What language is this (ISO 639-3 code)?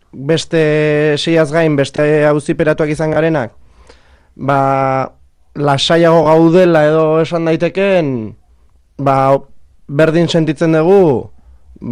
eus